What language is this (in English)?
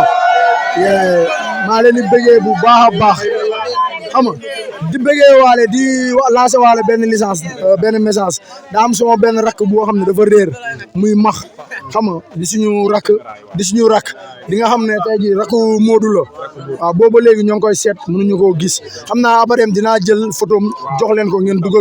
Wolof